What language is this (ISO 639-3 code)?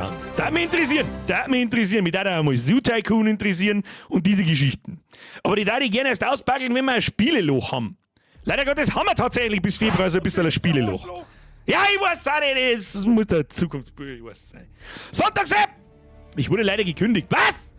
bar